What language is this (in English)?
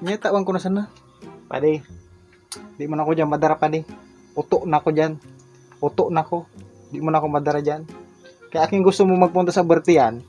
Bikol